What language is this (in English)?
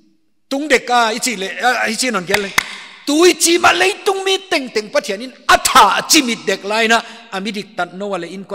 Paite Chin